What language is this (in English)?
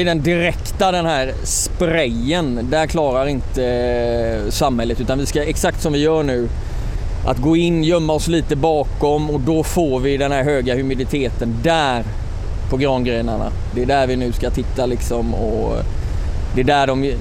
Swedish